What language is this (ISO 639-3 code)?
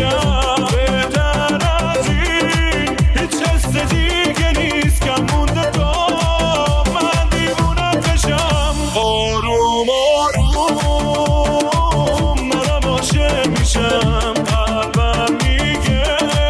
fas